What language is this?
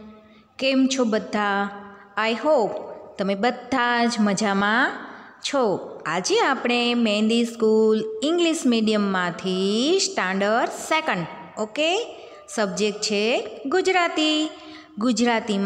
Gujarati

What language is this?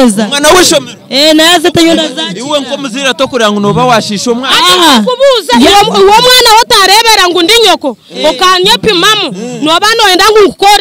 Nyankole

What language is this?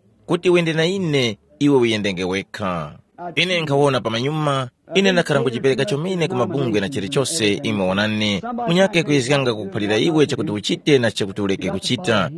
Tumbuka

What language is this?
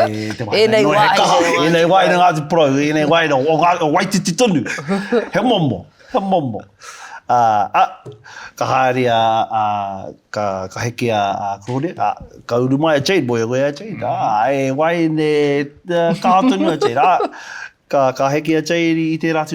Māori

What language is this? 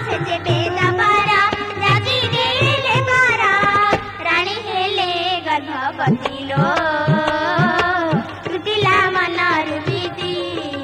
Odia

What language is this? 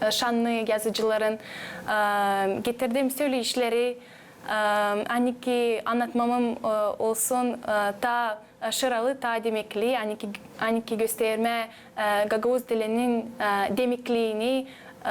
Gagauz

